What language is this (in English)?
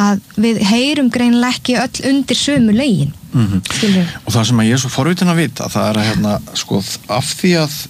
Icelandic